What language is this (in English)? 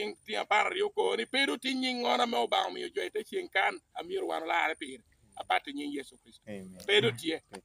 Lango (Uganda)